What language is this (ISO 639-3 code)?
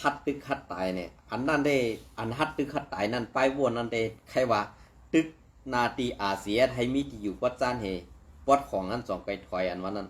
shn